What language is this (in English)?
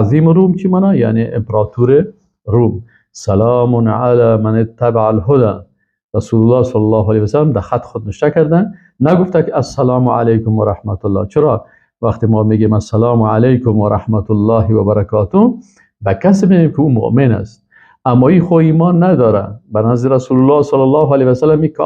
Persian